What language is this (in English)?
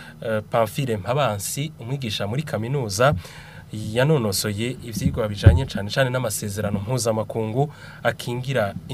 Rundi